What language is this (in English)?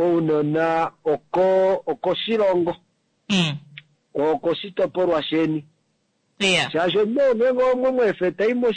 Kuanyama